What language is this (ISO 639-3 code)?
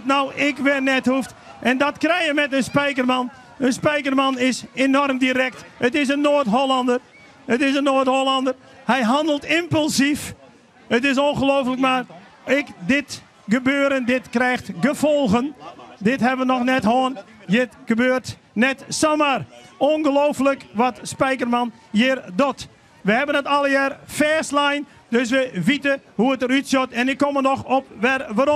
fry